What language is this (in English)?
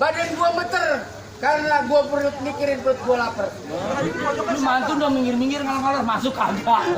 Betawi